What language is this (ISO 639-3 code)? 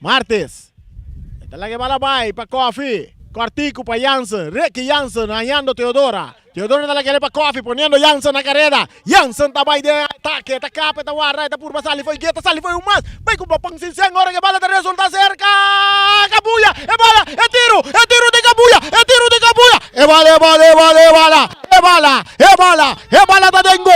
pap